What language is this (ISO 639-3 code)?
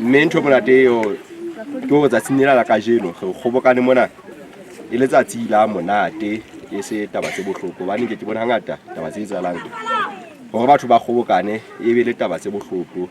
sot